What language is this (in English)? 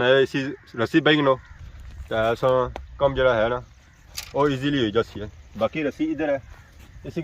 Pahari-Potwari